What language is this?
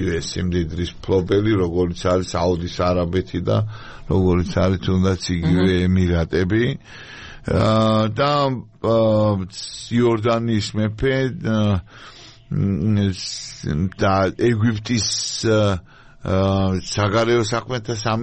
Georgian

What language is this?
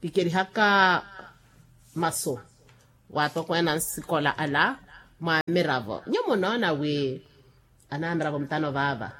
Makhuwa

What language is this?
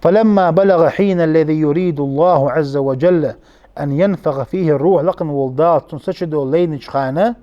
Ingush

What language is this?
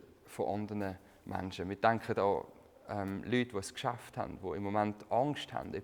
Swiss German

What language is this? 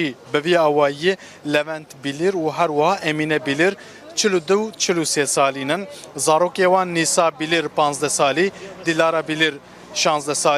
Kurdish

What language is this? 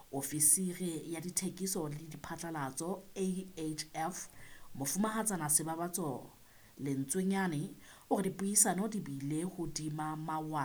Southern Sotho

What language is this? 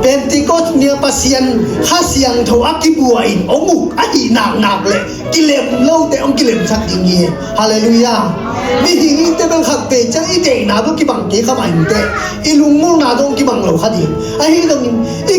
Tedim Chin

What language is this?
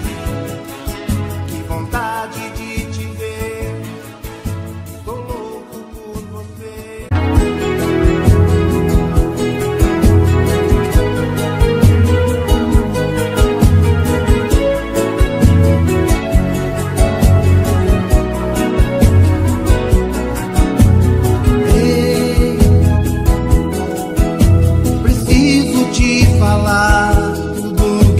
Portuguese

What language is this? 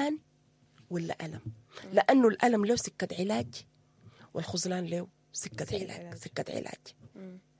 Sudanese Arabic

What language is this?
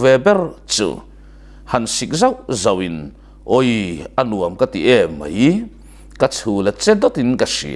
Mizo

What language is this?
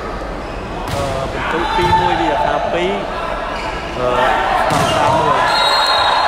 Vietnamese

